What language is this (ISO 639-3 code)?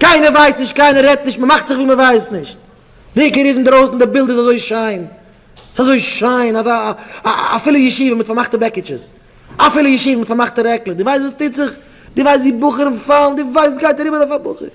yid